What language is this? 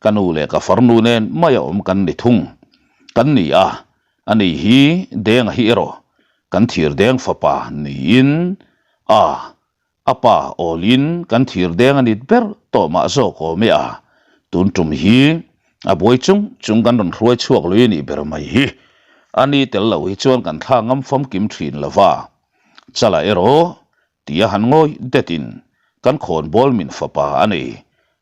Mizo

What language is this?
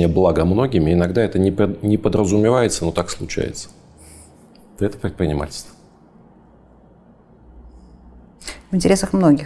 Russian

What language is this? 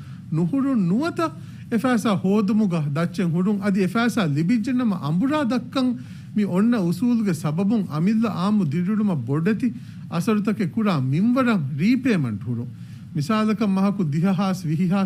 Divehi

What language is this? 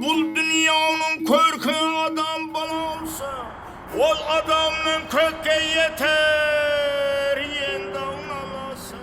Kara-Kalpak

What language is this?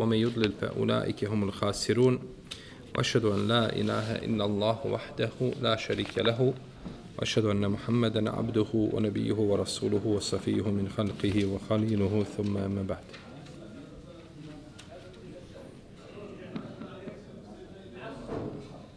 Bosnian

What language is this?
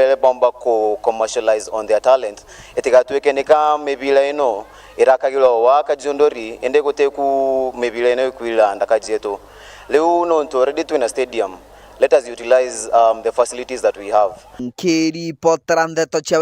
Meru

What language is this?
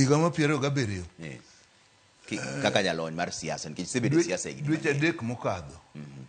Luo (Kenya and Tanzania)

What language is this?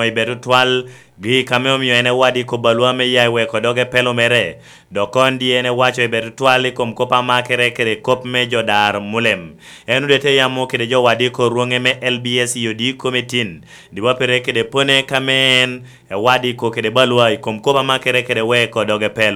Lango (Uganda)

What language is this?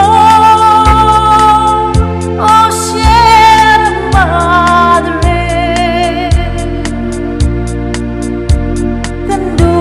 Filipino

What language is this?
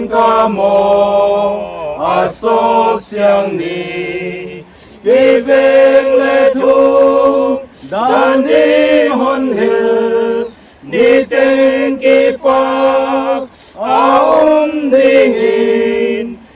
Paite Chin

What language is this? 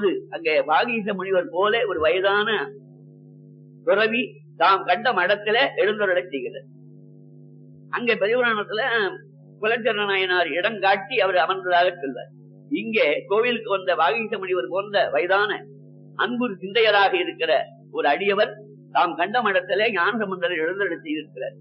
Tamil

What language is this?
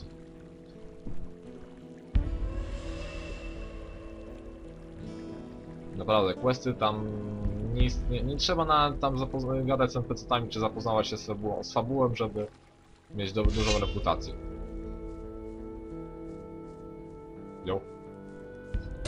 Polish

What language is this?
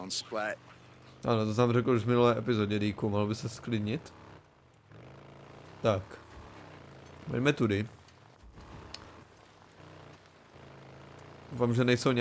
Czech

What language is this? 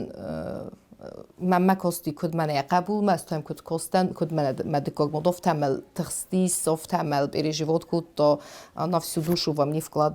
Ossetic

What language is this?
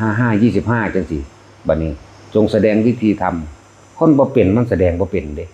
Northeastern Thai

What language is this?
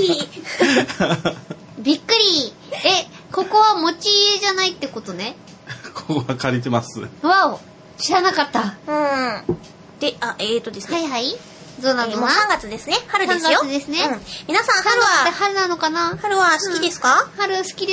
Japanese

